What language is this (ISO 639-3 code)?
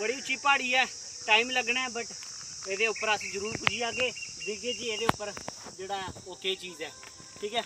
doi